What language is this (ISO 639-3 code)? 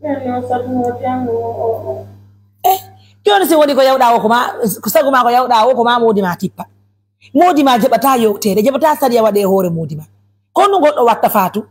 ful